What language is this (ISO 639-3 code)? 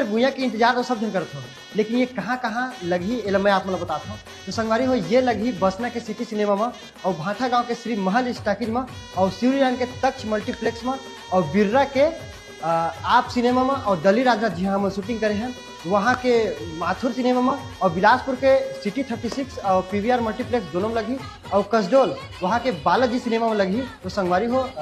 hne